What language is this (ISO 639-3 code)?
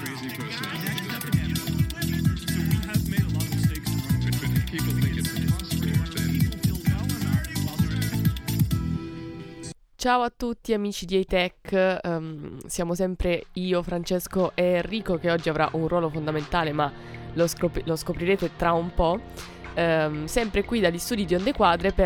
ita